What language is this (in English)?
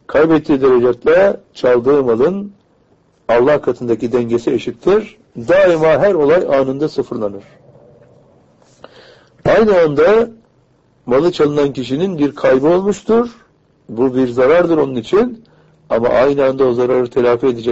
Turkish